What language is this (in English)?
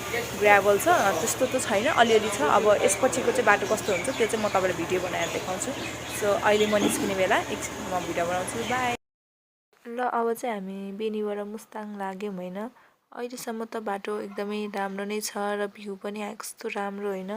Nepali